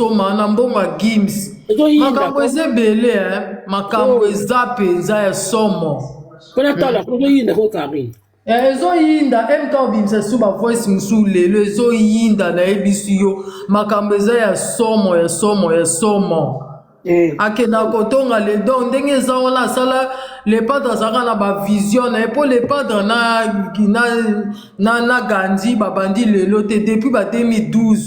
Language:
Lingala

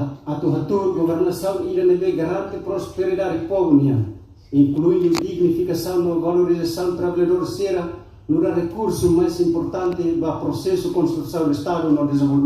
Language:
Tetum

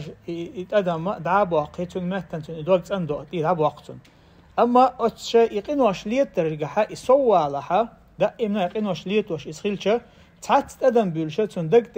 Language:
Chechen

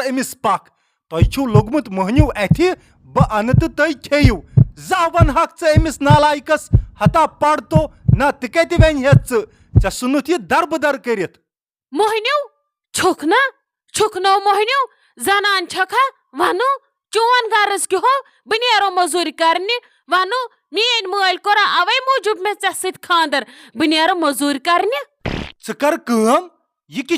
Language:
Kashmiri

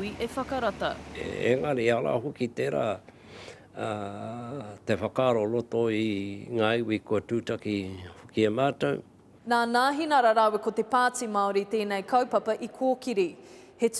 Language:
Māori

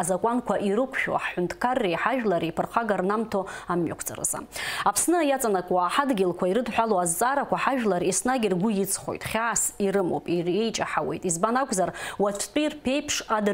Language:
Abkhazian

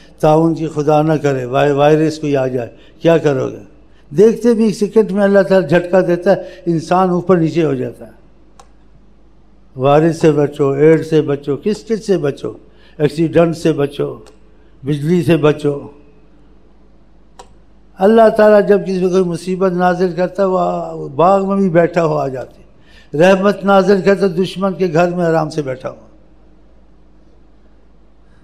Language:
Urdu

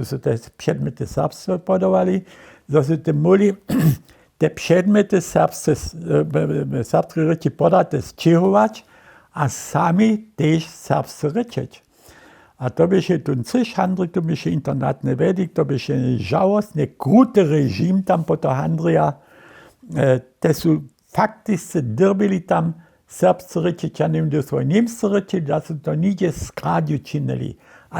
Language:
Upper Sorbian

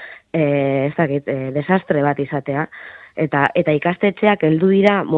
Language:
Basque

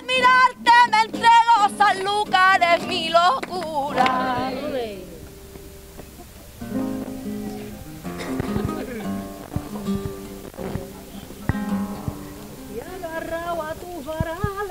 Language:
Spanish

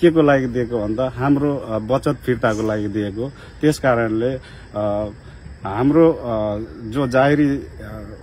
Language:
Nepali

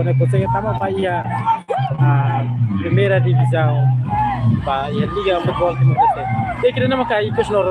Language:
Tetum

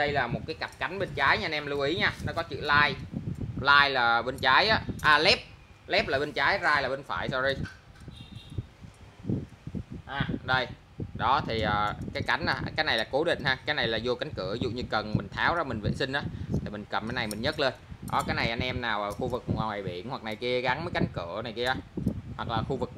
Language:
Vietnamese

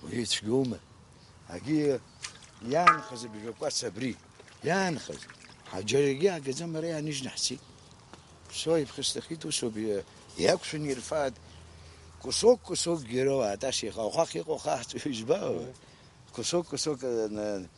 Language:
Abkhazian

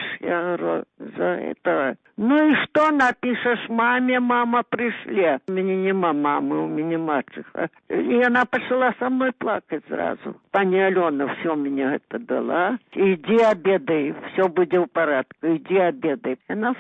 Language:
Belarusian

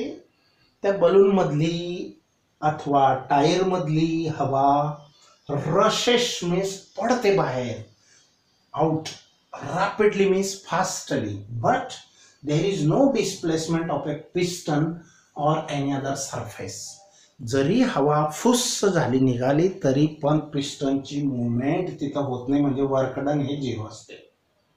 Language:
Marathi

